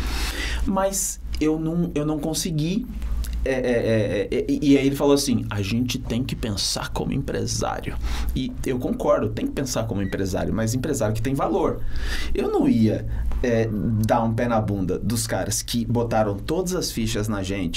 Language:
Portuguese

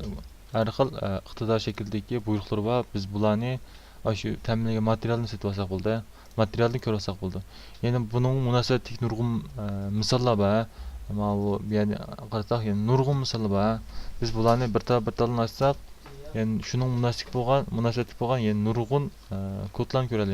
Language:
Uyghur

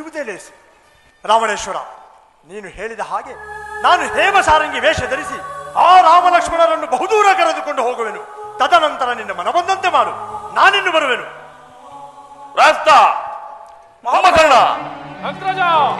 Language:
Kannada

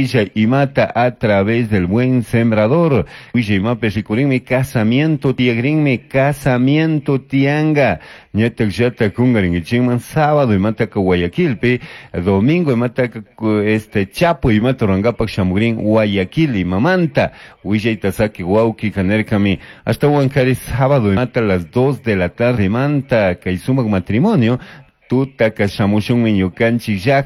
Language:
Chimborazo Highland Quichua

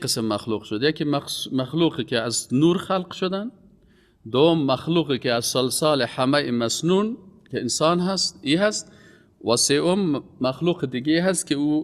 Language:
Persian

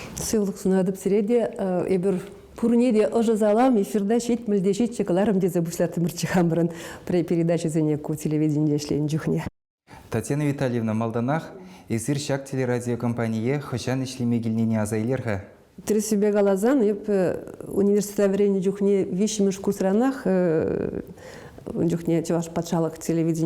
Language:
Chuvash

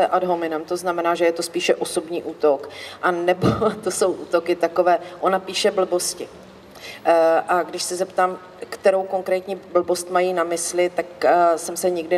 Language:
Czech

